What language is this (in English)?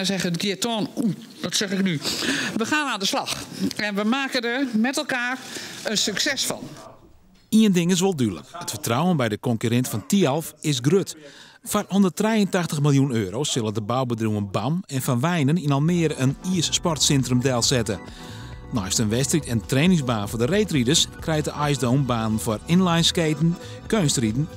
Western Frisian